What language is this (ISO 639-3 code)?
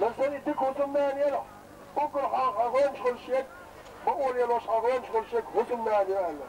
che